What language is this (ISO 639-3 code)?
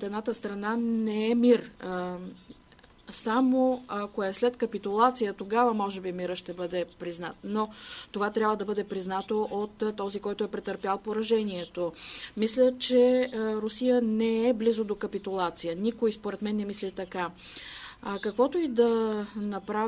bul